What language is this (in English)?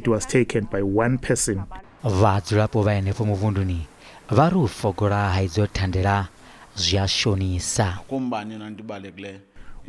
Venda